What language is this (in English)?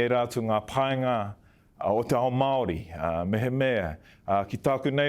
Māori